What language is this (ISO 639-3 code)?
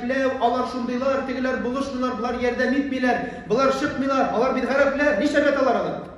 tat